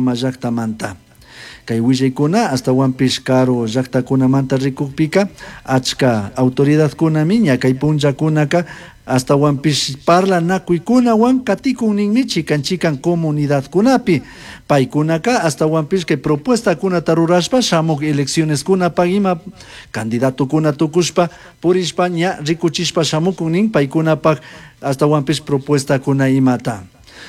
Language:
Chimborazo Highland Quichua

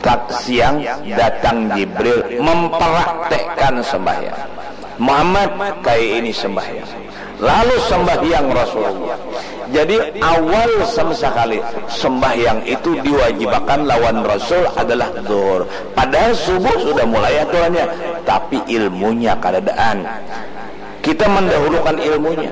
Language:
Banjar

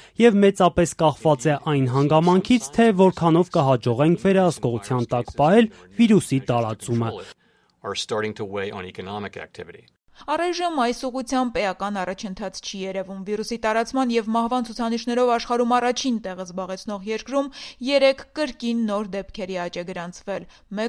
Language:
Armenian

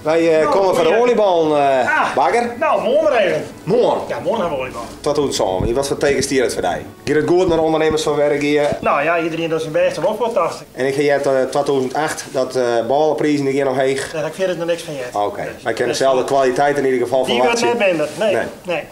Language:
Western Frisian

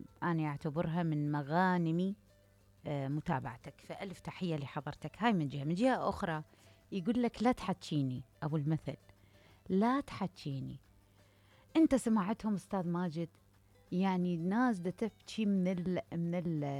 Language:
Mesopotamian Arabic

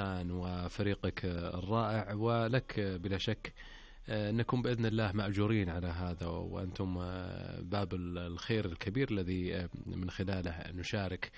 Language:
Arabic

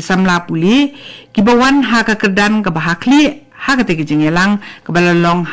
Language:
Khasi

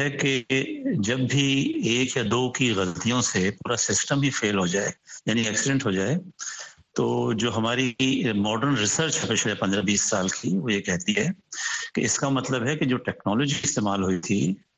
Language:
Urdu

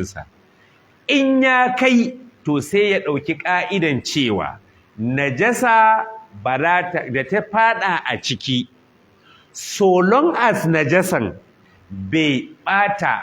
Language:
Hausa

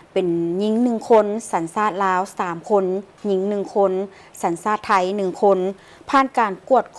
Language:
Lao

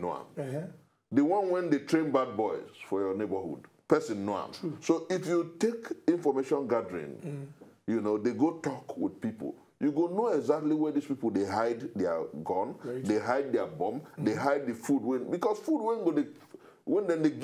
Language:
Nigerian Pidgin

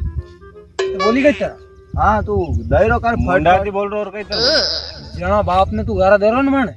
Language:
Rajasthani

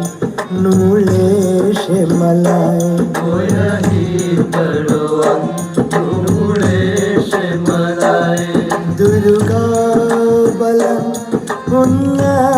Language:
Divehi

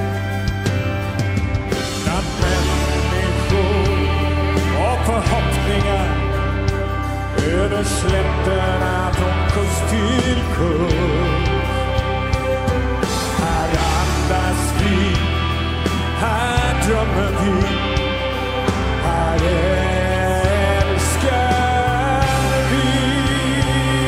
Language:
Swedish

